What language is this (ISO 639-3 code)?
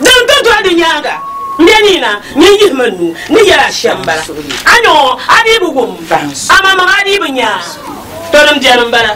dag